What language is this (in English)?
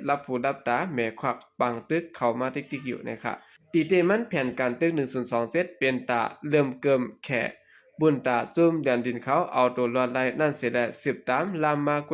Shan